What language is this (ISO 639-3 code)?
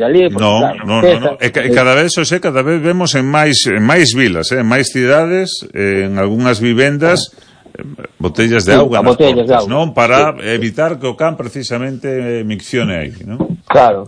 glg